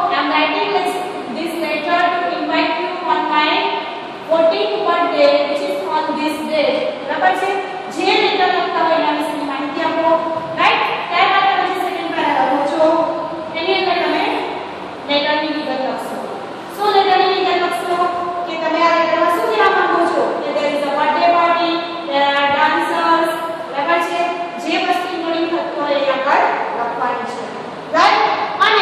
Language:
Gujarati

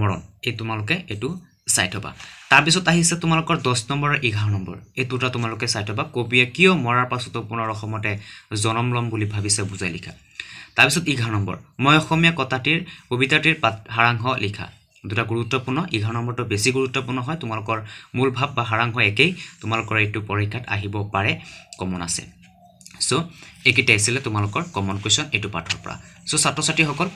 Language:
Assamese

